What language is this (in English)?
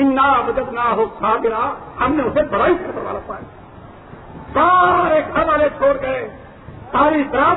Urdu